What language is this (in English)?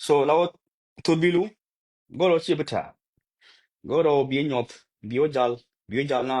Nuer